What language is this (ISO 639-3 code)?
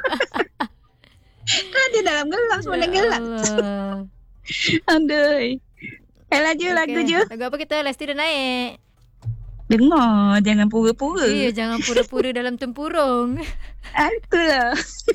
msa